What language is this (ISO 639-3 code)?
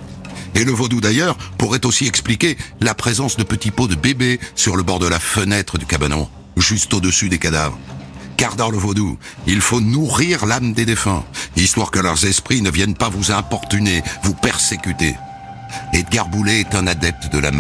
fra